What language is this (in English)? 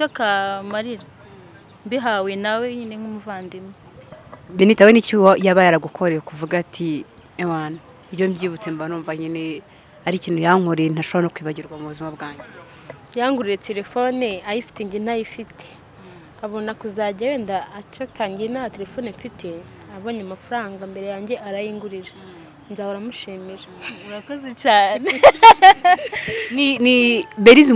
Kinyarwanda